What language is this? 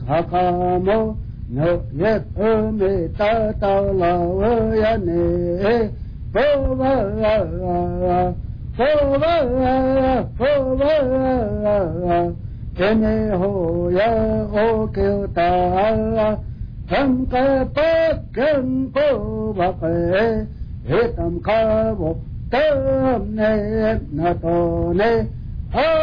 Vietnamese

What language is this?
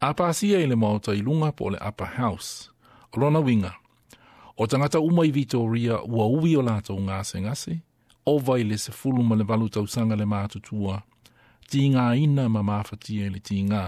Samoan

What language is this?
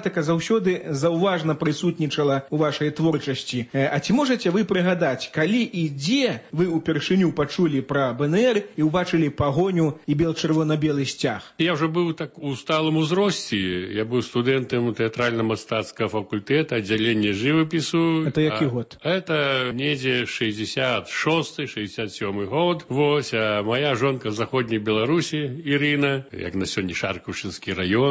Belarusian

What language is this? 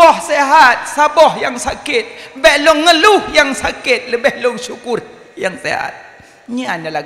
Achinese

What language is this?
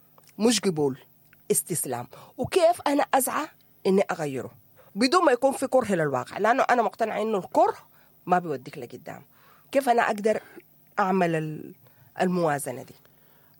Sudanese Arabic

